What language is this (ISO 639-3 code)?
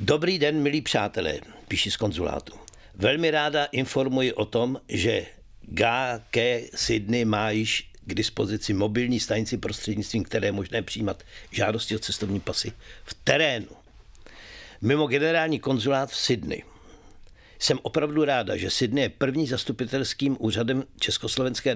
ces